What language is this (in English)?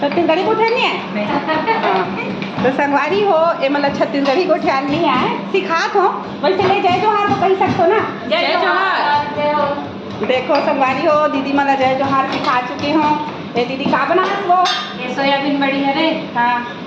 Chhattisgarhi